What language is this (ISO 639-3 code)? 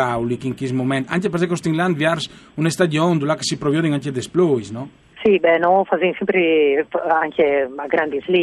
fur